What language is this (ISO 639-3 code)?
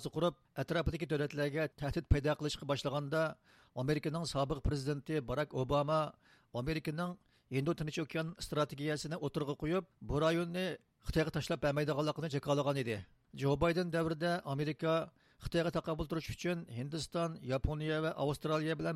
uig